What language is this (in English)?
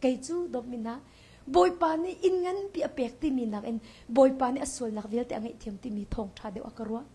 Hakha Chin